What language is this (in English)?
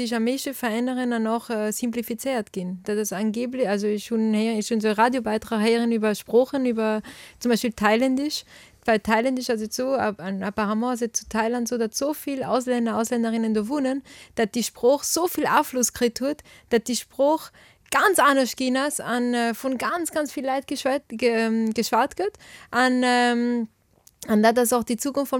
Luxembourgish